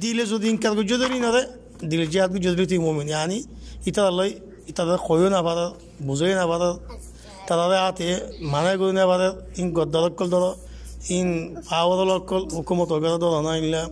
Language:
Rohingya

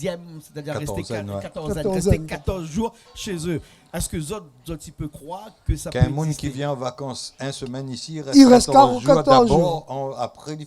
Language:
Réunion Creole French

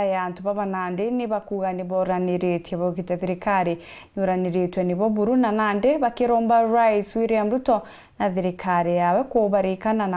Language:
Meru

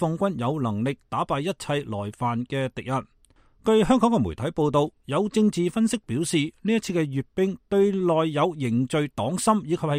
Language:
Cantonese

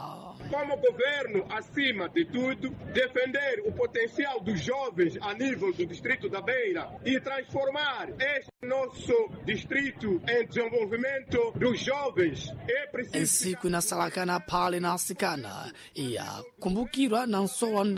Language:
Sena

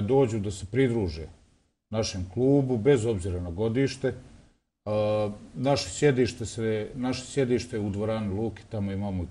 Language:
Bosnian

